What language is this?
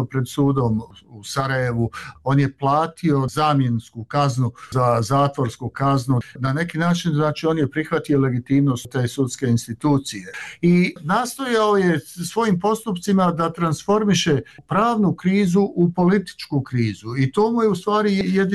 Bosnian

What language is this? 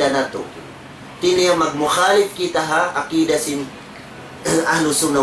Tausug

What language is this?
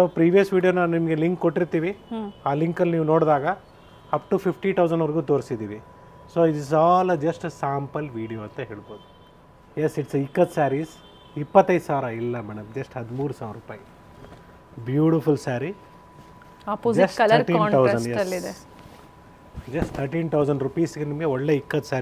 Kannada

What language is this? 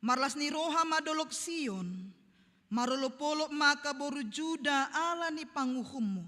Batak Toba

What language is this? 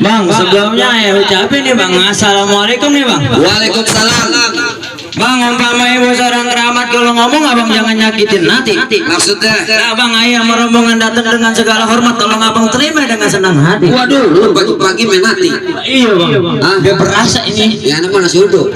Betawi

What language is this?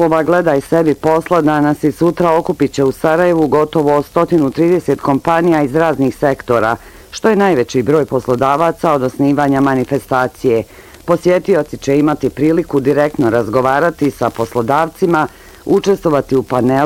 Bosnian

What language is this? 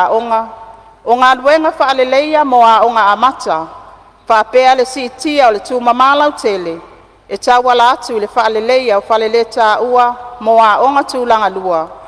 Samoan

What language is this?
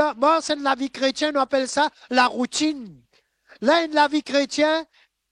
Morisyen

